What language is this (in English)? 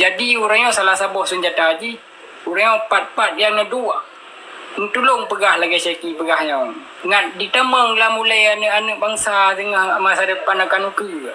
Achinese